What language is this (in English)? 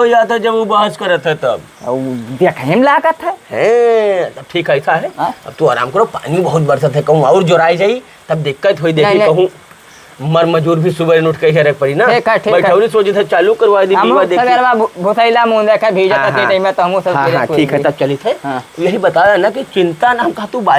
Awadhi